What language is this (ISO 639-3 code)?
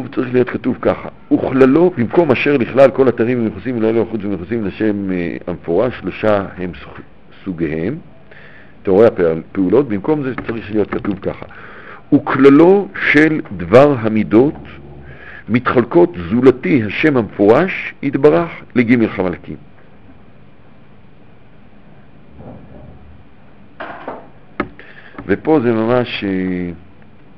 heb